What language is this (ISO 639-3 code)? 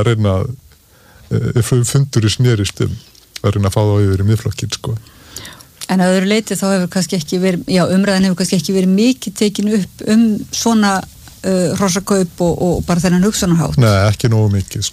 isl